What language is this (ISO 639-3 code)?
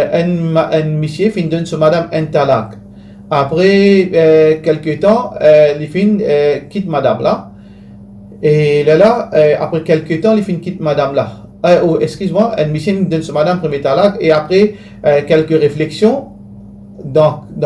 mfe